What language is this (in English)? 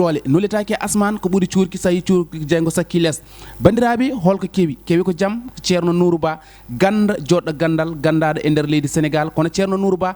Fula